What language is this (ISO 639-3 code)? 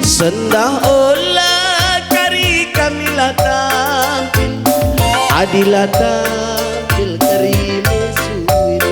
btx